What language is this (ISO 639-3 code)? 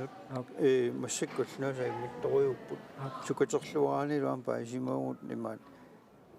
kal